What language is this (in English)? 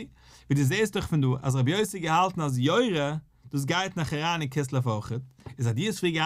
Yiddish